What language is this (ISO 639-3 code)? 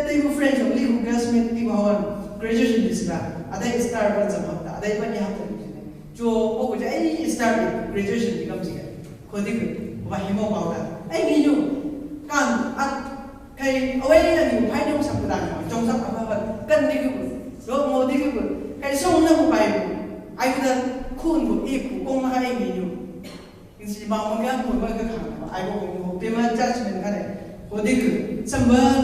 nbc